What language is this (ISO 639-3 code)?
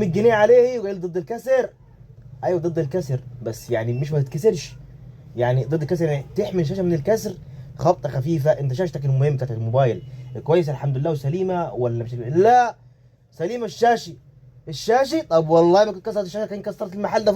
arz